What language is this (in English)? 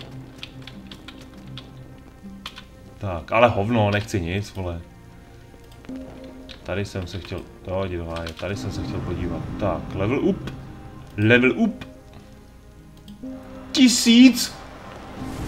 Czech